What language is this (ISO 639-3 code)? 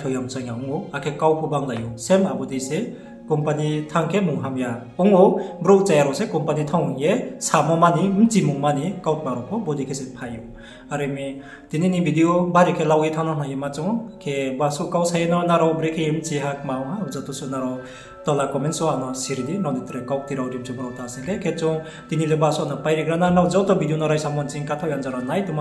ria